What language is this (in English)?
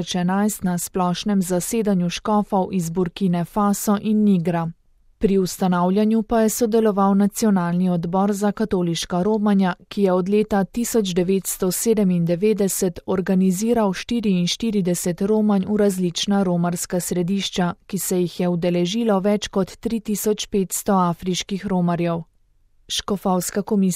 Slovenian